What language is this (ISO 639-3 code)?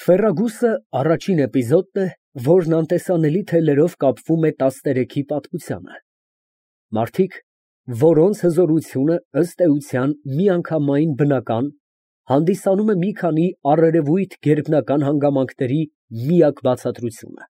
hye